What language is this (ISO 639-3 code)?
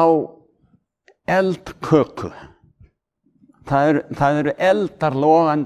isl